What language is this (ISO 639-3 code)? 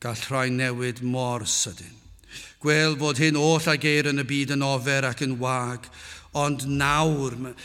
cym